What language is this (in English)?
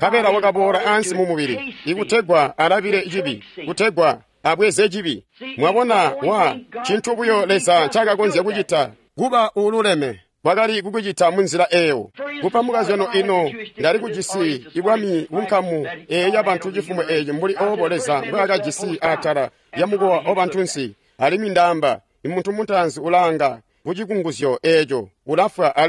Tonga (Zambia)